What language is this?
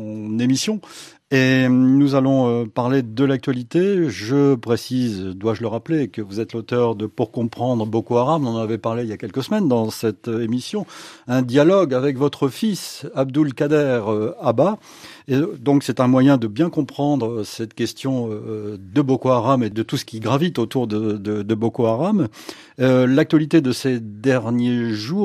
French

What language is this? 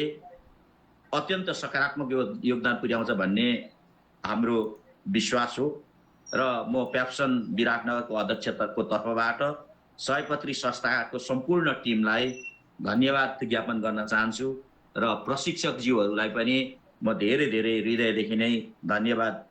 Nepali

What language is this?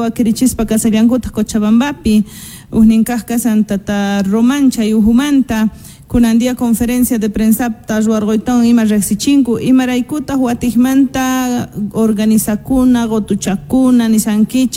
Quechua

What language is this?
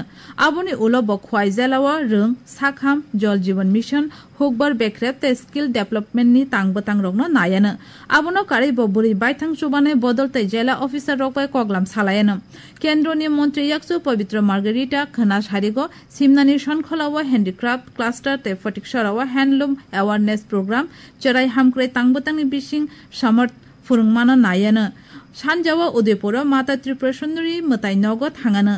Kok Borok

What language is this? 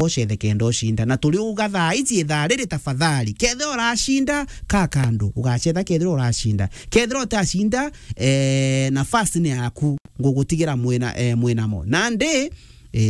Meru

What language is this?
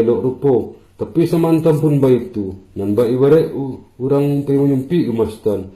Minangkabau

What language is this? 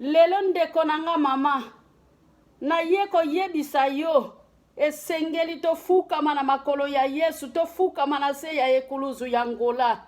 Lingala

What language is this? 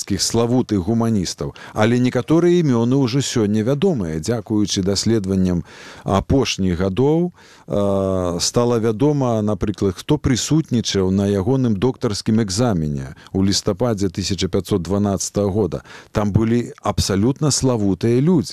Belarusian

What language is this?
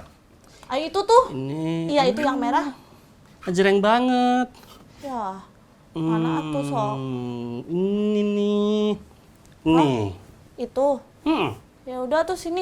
Betawi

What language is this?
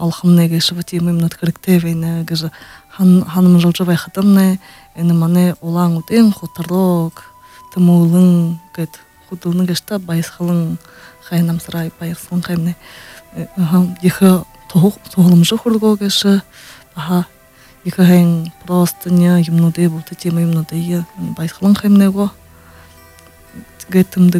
Buriat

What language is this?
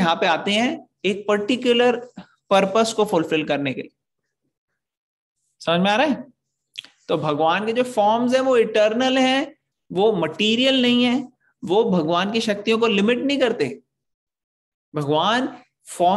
Hindi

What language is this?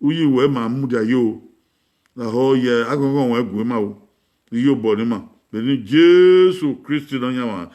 Bini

